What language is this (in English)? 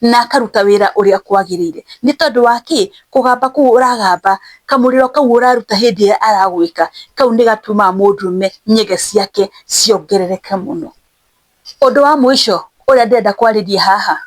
Kikuyu